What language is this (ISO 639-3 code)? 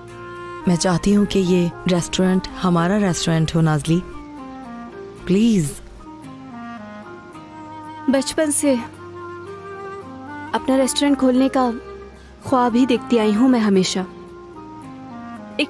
hin